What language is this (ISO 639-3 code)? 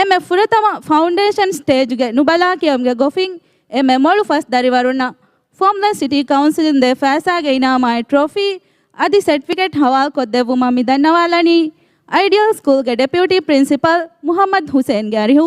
div